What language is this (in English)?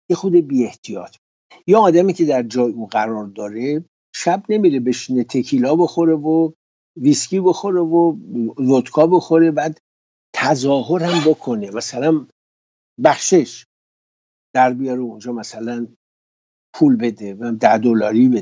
Persian